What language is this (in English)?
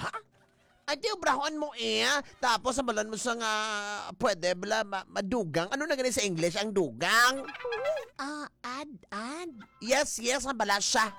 Hiligaynon